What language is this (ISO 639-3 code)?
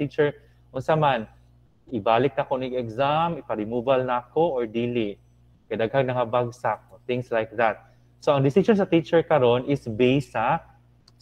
ceb